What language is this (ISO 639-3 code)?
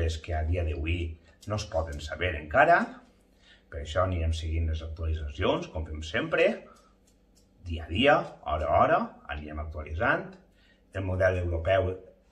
cat